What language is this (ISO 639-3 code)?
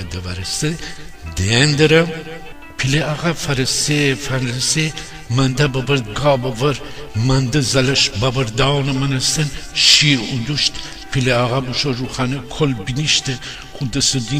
glk